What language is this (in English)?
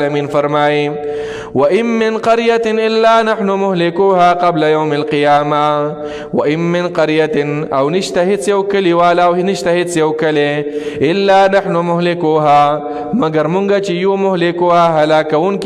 Pashto